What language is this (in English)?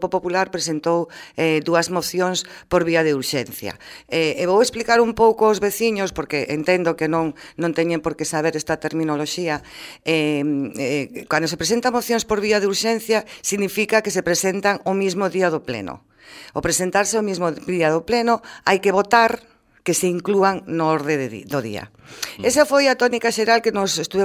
Galician